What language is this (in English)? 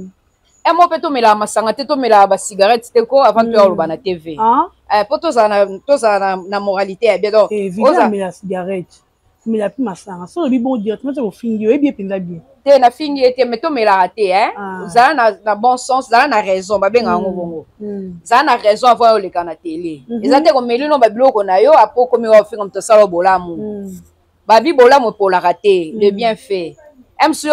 Lingala